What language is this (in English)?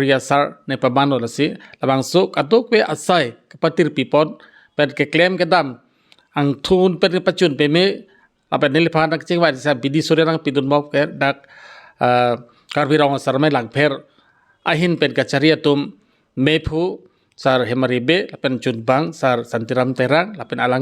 Karbi